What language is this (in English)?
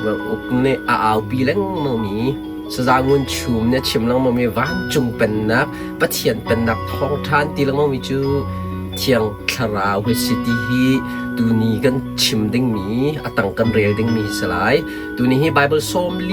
Hakha Chin